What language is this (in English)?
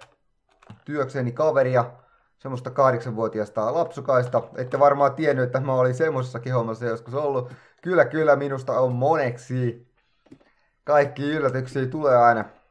Finnish